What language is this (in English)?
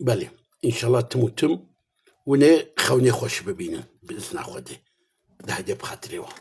Kurdish